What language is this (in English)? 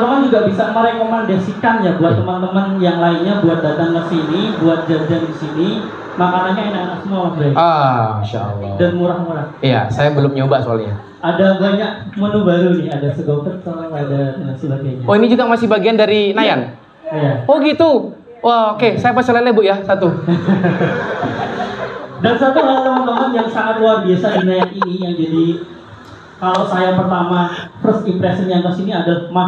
Indonesian